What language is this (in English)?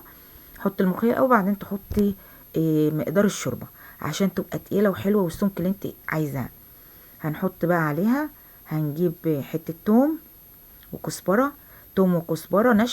Egyptian Arabic